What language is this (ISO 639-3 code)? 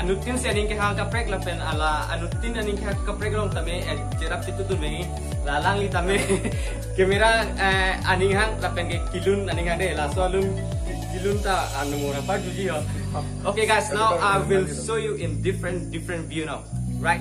mjw